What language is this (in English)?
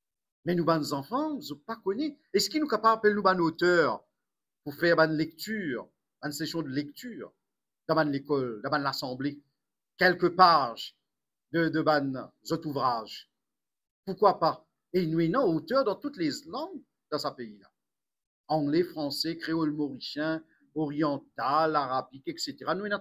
Morisyen